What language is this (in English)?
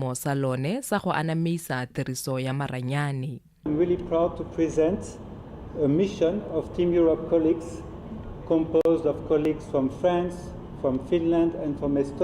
Tswana